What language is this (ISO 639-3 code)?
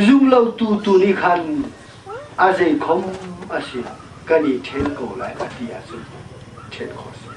cnh